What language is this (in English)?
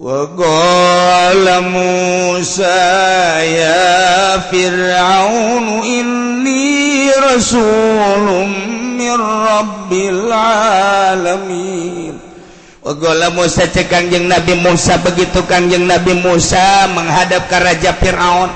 Sundanese